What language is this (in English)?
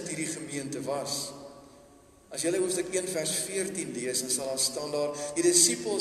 Afrikaans